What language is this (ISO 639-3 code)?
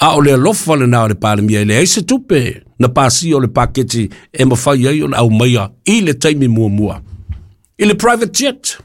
smo